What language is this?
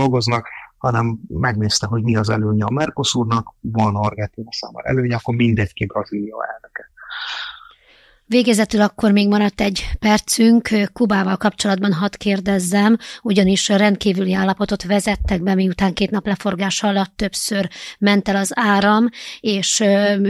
Hungarian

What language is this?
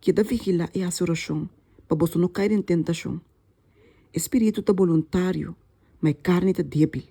Papiamento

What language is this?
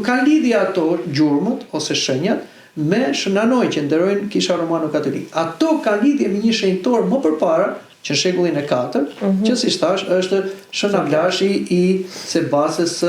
Albanian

